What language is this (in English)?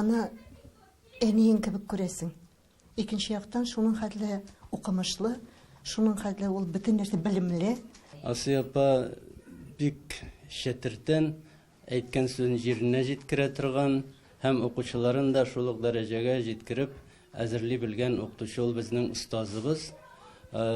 Tatar